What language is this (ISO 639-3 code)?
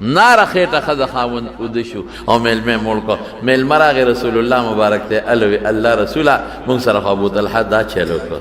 pus